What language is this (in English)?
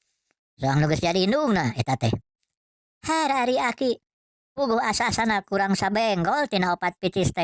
Sundanese